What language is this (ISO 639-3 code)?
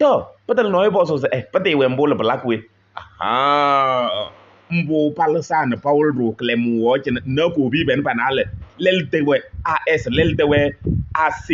kbp